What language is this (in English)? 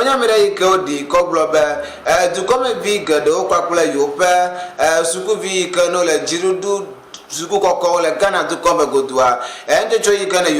Ewe